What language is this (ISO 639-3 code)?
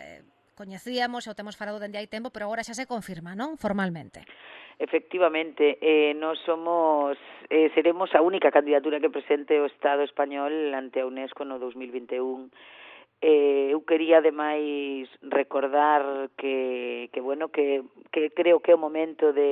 glg